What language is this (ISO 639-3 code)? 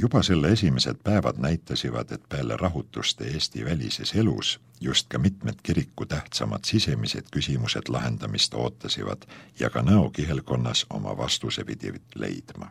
est